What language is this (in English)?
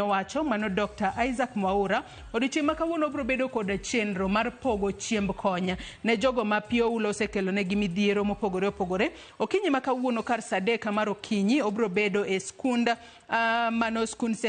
Luo (Kenya and Tanzania)